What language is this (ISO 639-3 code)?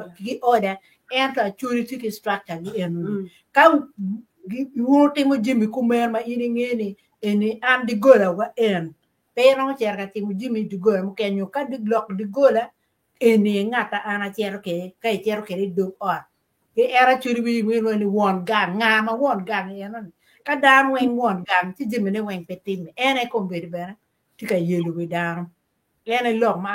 ach